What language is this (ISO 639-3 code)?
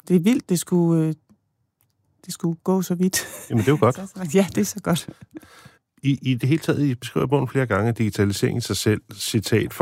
dan